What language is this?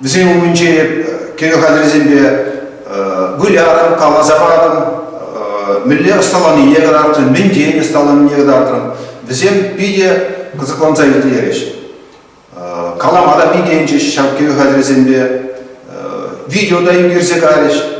Chuvash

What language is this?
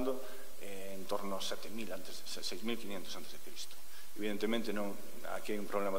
Galician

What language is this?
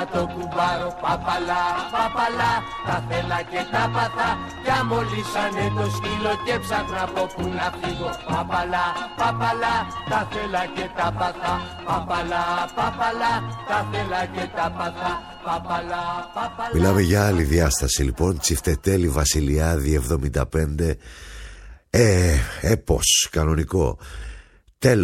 Greek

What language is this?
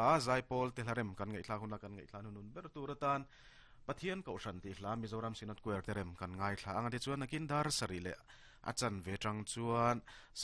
Mizo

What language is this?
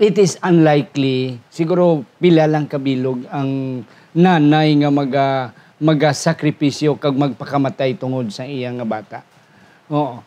Hiligaynon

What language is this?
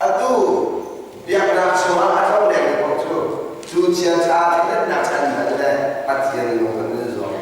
Hakha Chin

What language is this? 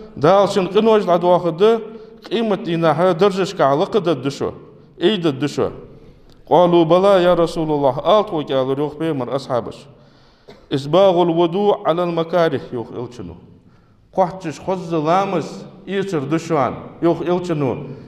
Ingush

